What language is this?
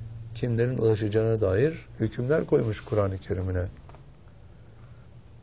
Turkish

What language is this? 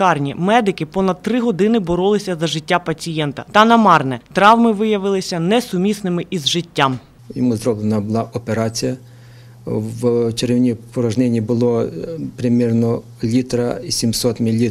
Ukrainian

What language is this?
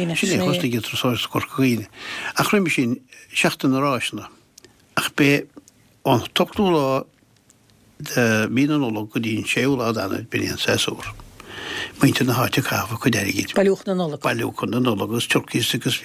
Irish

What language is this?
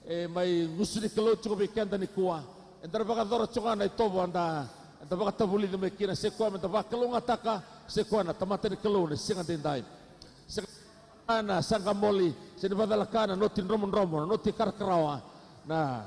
Fijian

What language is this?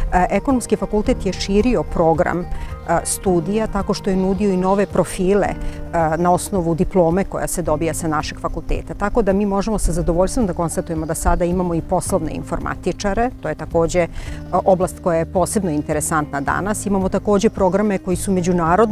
Serbian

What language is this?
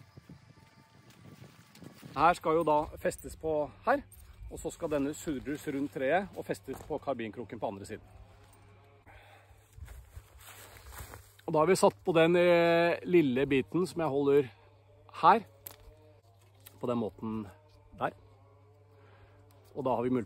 Norwegian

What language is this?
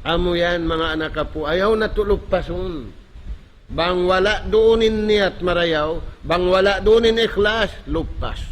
Tausug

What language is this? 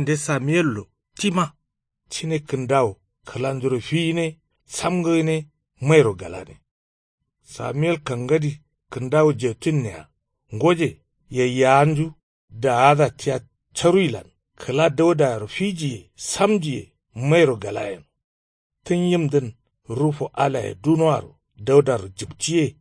Kanuri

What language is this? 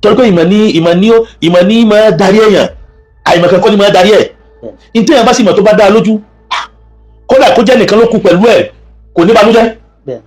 Yoruba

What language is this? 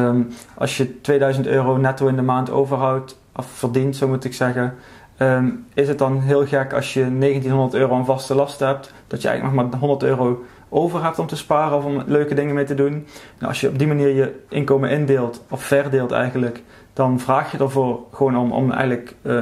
Dutch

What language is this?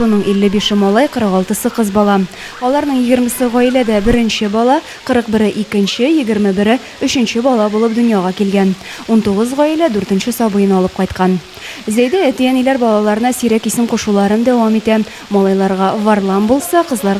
Tatar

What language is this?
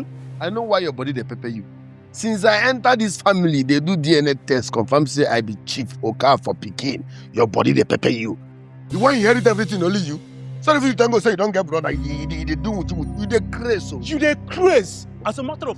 Nigerian Pidgin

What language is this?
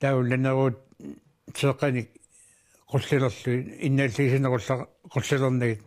Kalaallisut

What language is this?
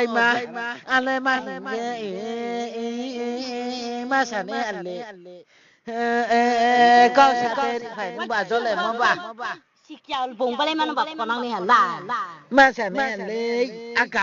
Riang (India)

